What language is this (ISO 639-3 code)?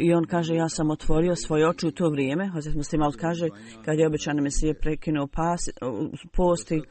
bos